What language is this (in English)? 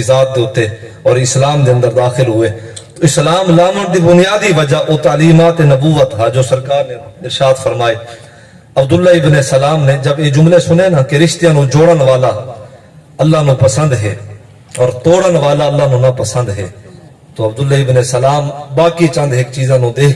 Saraiki